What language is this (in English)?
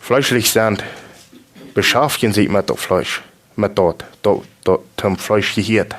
Plautdietsch